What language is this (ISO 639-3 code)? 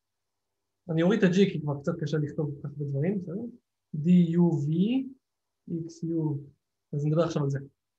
heb